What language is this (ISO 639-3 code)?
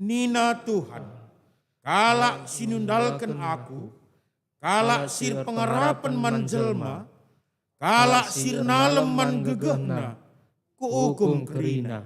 btx